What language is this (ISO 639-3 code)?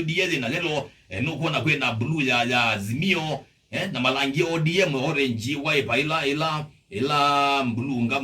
kam